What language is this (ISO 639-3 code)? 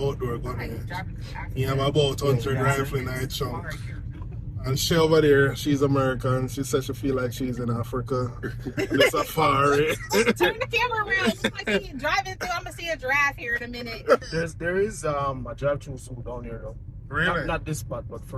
jam